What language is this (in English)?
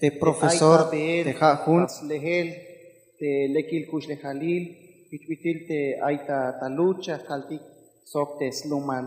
Tzeltal